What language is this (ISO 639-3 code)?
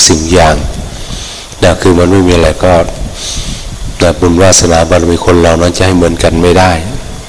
tha